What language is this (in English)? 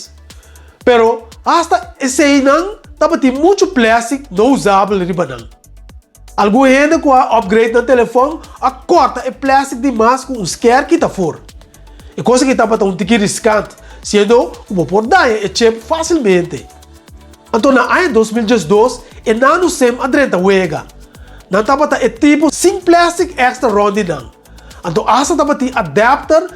Papiamento